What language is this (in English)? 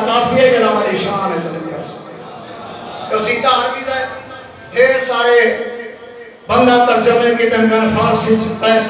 Urdu